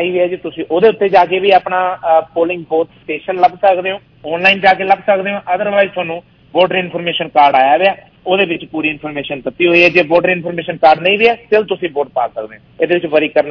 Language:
Punjabi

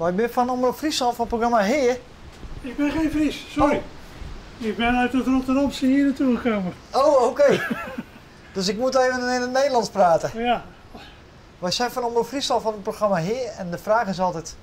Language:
Western Frisian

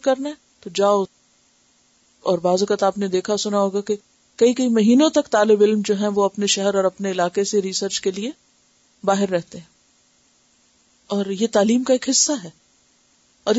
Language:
Urdu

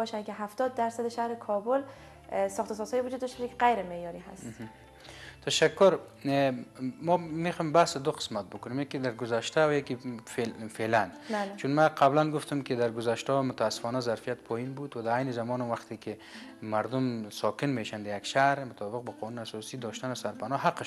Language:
Persian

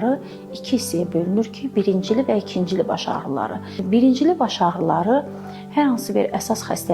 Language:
Azerbaijani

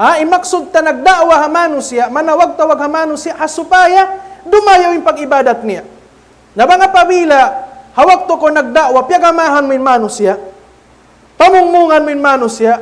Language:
Tausug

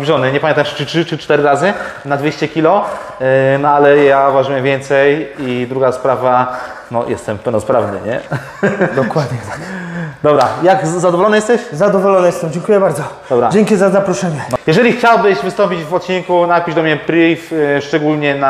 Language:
Polish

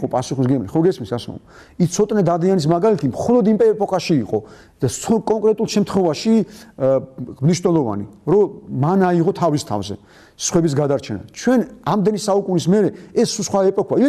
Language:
Georgian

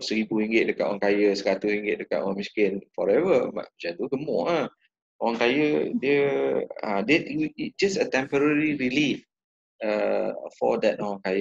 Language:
Malay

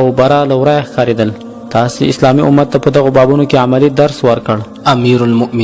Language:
Pashto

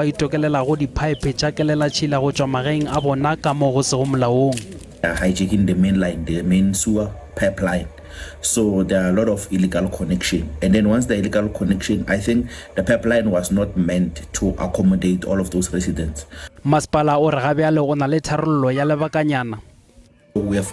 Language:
Northern Sotho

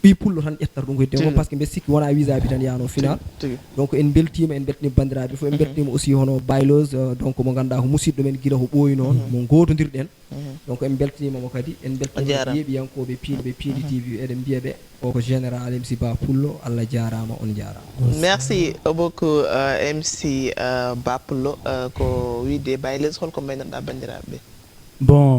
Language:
Fula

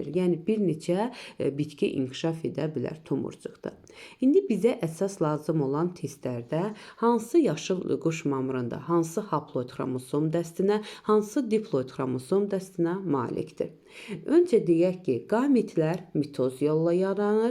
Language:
Azerbaijani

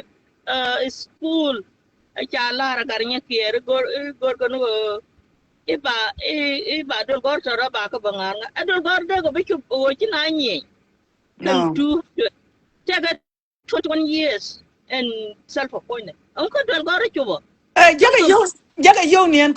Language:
Nuer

